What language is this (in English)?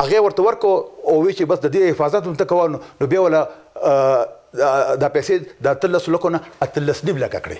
Pashto